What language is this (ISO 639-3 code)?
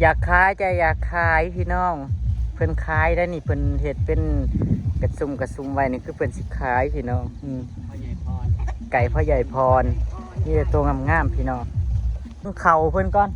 tts